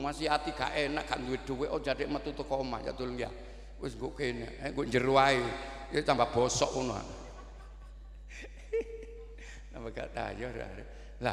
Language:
Javanese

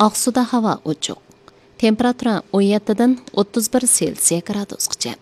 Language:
Uyghur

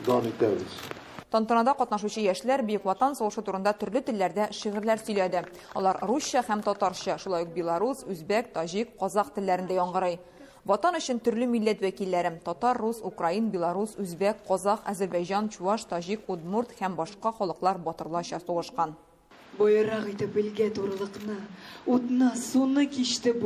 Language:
Tatar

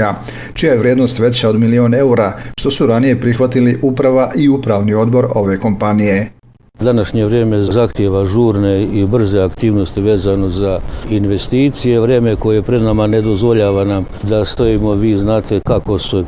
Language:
Bosnian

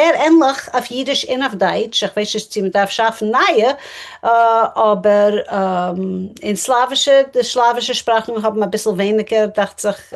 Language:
Yiddish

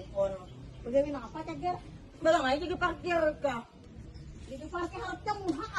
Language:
Banjar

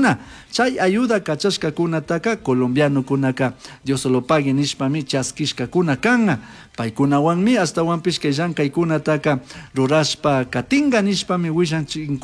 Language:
Chimborazo Highland Quichua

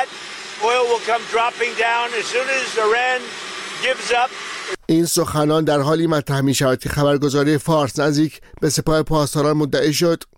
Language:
Persian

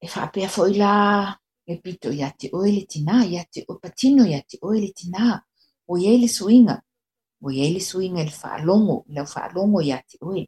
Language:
Samoan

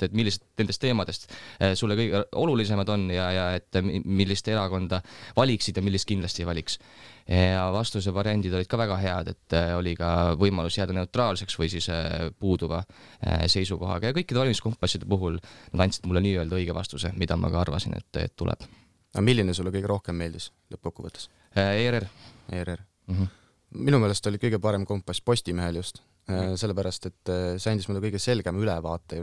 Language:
Estonian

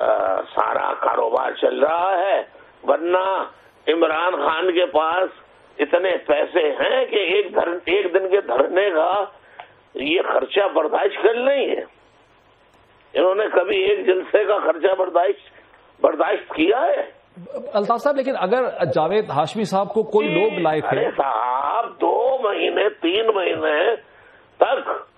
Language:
Urdu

